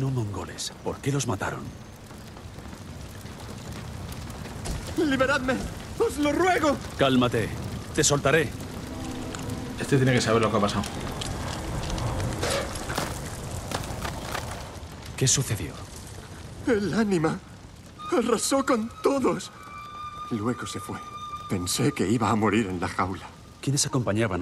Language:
Spanish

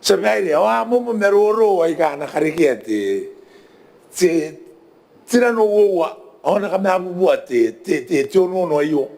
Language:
Gilbertese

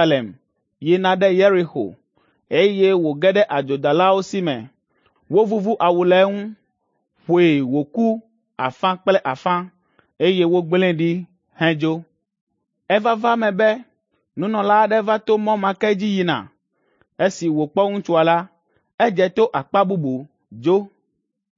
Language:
Ewe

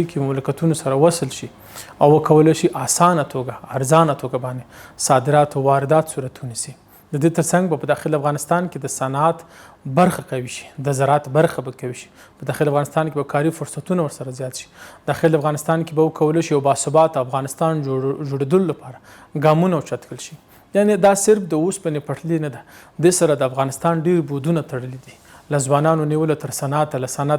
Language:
Pashto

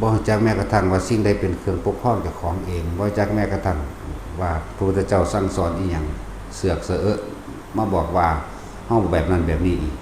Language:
Northeastern Thai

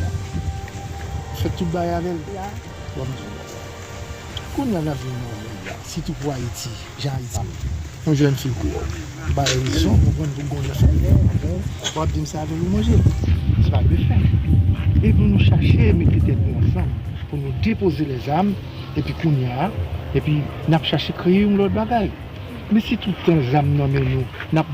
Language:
Haitian Creole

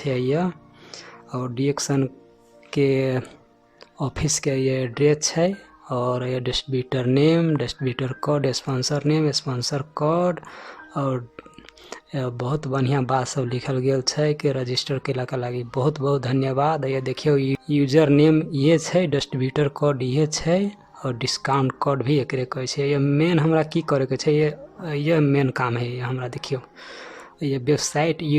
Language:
Maithili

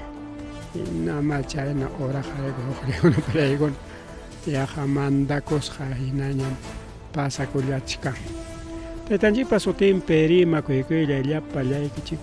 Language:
Ayacucho Quechua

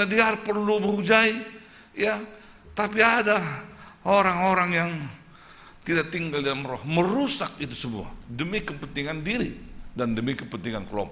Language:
Batak Simalungun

